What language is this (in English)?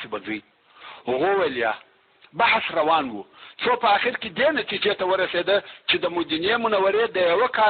Pashto